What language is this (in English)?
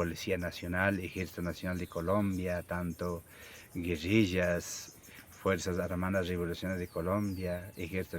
Imbabura Highland Quichua